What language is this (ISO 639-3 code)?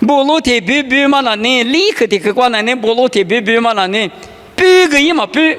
lis